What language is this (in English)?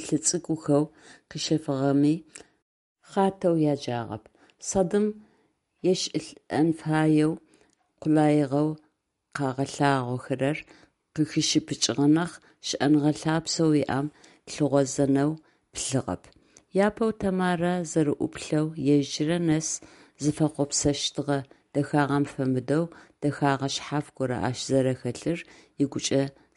Adyghe